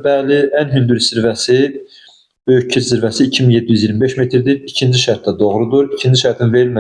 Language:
Azerbaijani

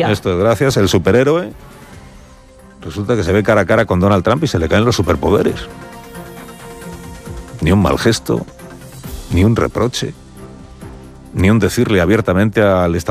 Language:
Spanish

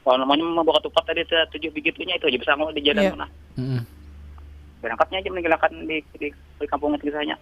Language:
Banjar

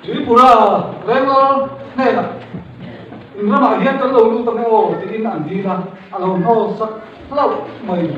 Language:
Mizo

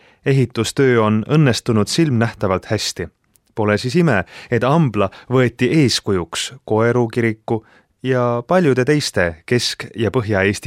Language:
Estonian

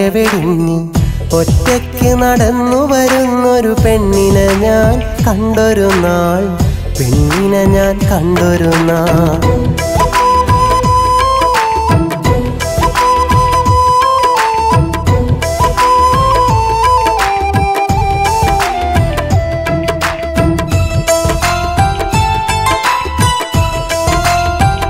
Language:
Malayalam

